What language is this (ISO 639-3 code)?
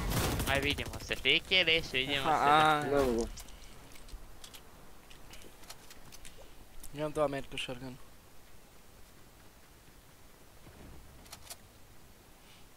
hrv